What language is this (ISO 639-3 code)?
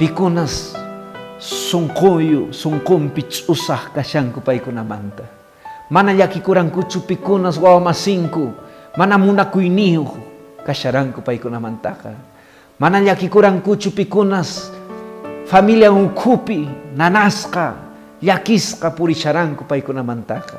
que